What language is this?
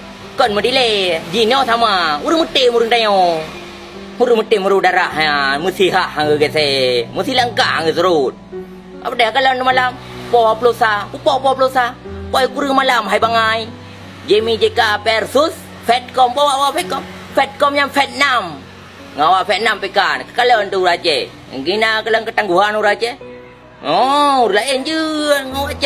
Achinese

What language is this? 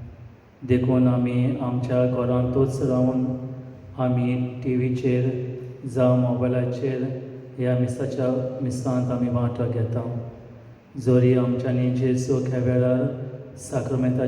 Konkani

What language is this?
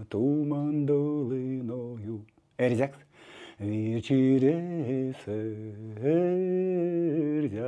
Erzya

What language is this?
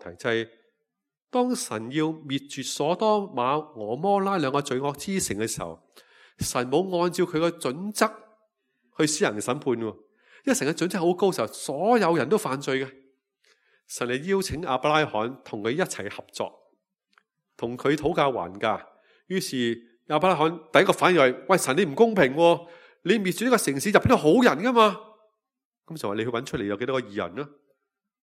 Cantonese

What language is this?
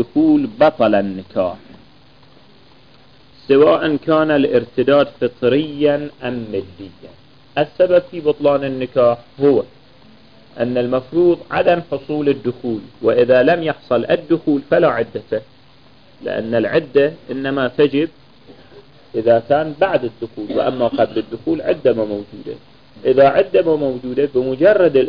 Arabic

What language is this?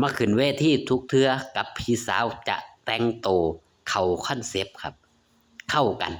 Northeastern Thai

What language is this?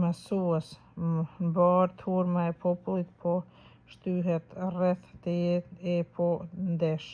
Albanian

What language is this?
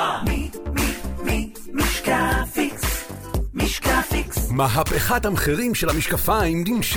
Hebrew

